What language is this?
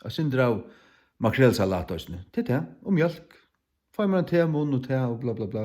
Faroese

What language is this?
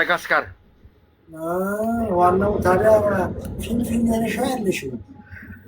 Amharic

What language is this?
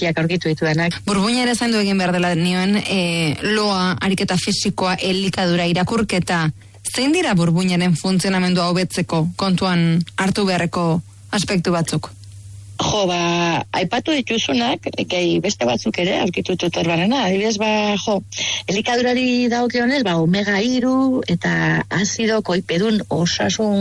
Basque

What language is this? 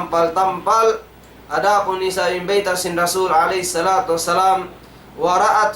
Tausug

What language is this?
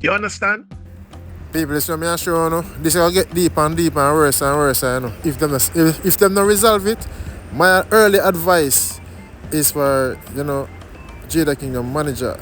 Jamaican Creole English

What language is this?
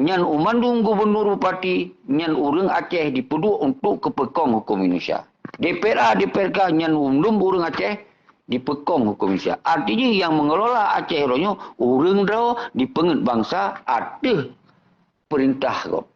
Achinese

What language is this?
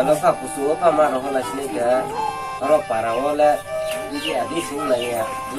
Kok Borok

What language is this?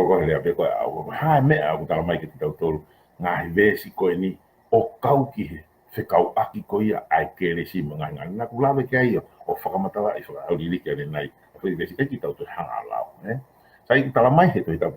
Tongan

